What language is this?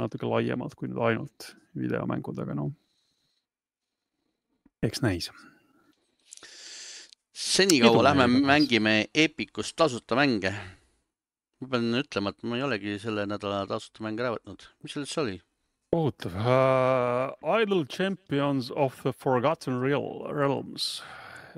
Estonian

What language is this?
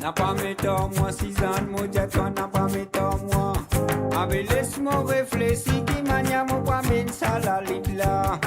Morisyen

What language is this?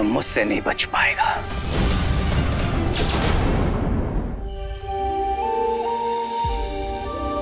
Hindi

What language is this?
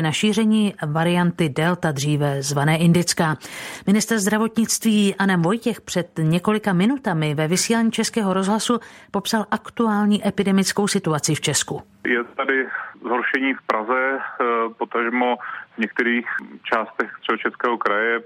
Czech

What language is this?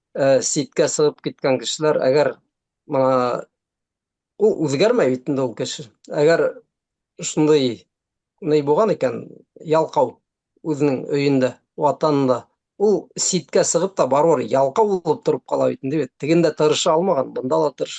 Bashkir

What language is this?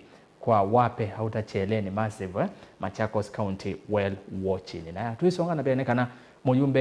Kamba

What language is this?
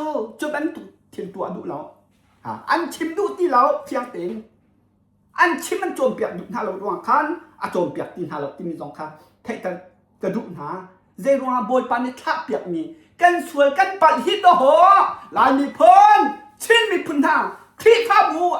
Hakha Chin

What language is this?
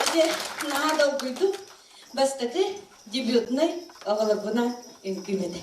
Yakut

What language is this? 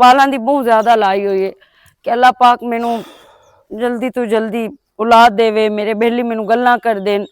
Western Panjabi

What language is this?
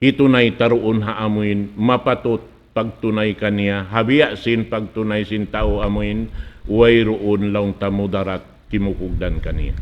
Tausug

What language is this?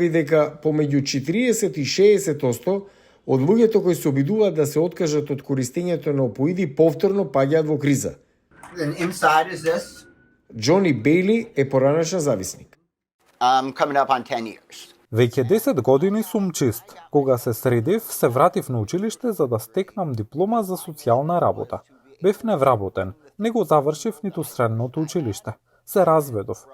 Macedonian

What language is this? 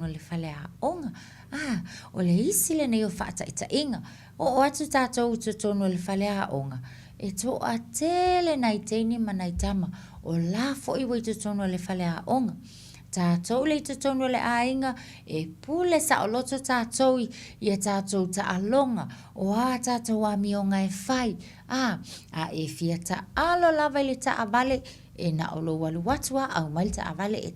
Samoan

